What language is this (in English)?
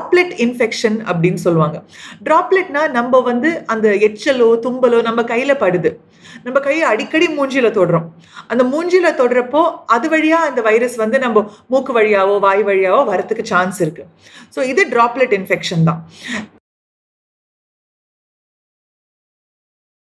Tamil